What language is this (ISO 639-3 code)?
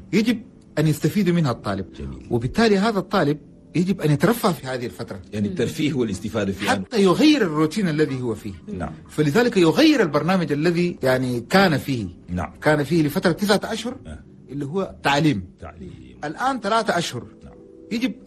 shu